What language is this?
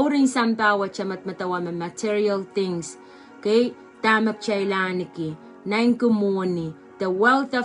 Pohnpeian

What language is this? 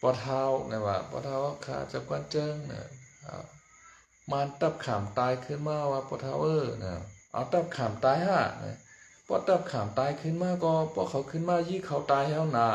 Shan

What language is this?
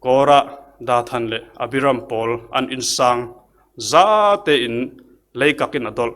Falam Chin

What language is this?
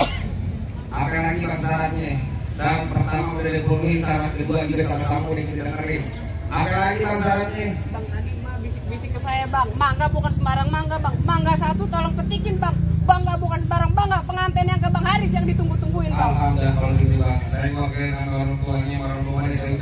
Betawi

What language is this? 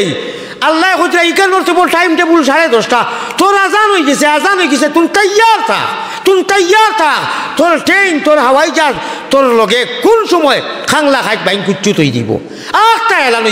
Sylheti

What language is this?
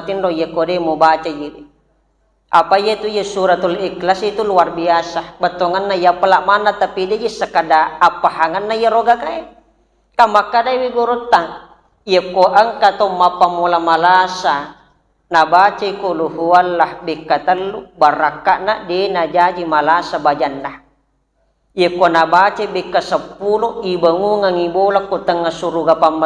Buginese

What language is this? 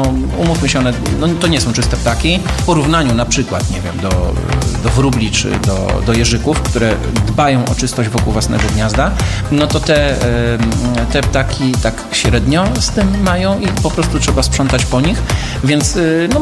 Polish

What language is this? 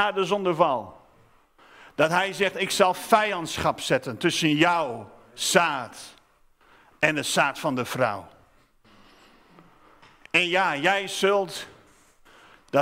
Dutch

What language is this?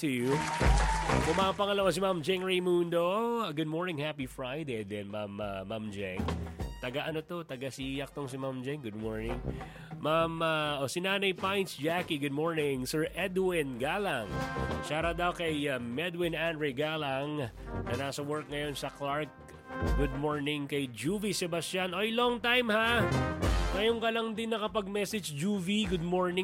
Filipino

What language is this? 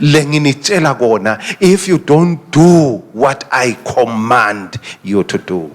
Swati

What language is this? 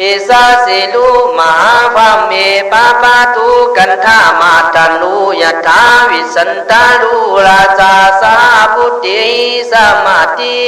Khün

